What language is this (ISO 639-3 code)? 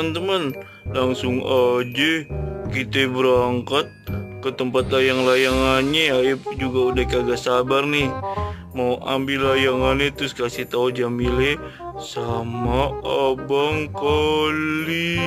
bew